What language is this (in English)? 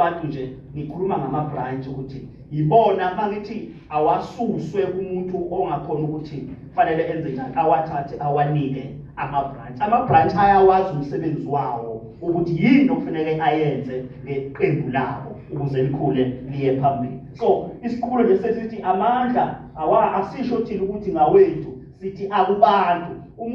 Zulu